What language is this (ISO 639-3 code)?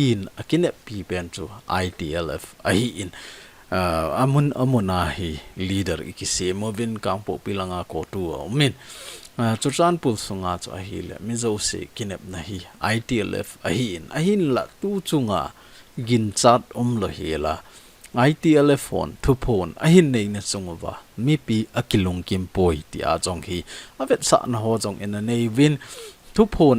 tcz